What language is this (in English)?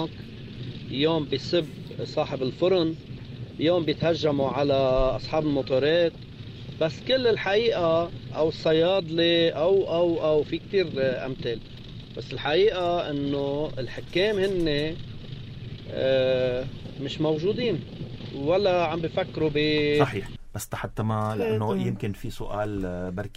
North Levantine Arabic